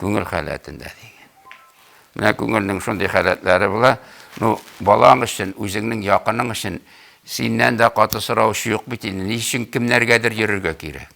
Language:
Tatar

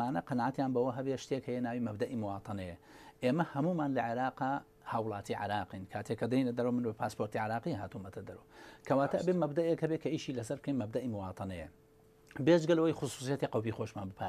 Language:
Central Kurdish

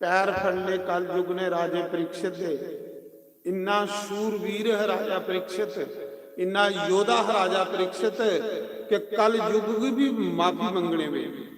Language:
Dogri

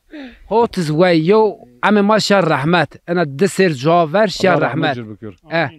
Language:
Zaza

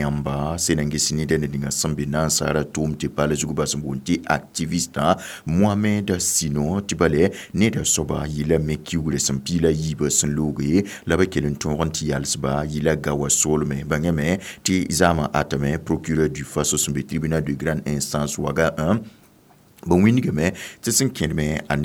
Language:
Mossi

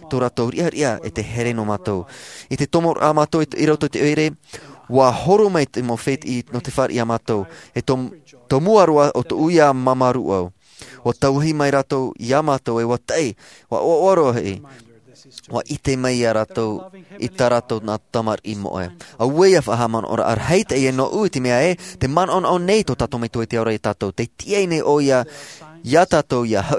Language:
Tahitian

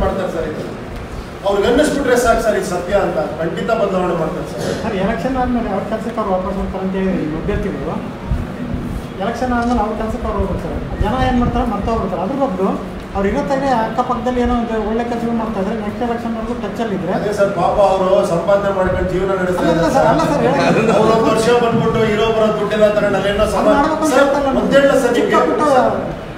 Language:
Kannada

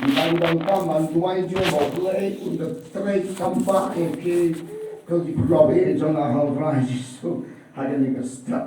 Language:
Khasi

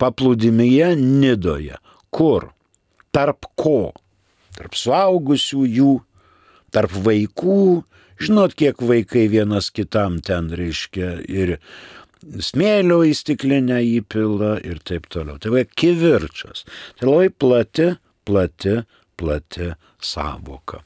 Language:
Lithuanian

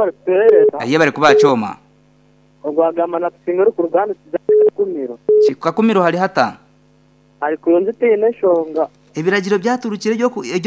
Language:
Nyoro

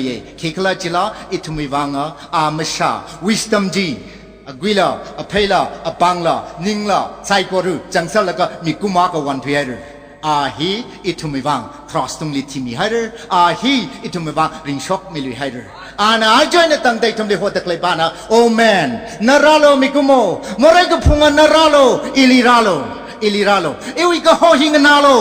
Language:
Tangkhul Naga (India)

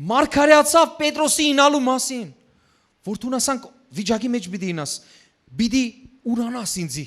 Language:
Western Armenian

